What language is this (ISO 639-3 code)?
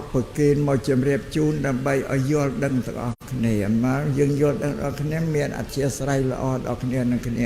khm